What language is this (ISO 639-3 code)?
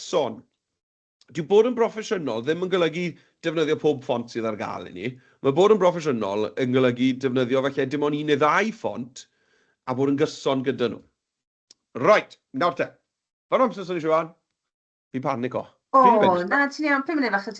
cym